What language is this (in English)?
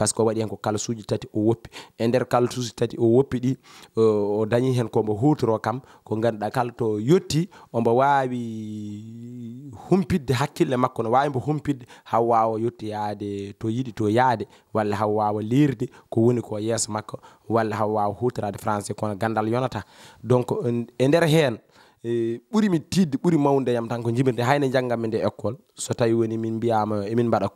Fula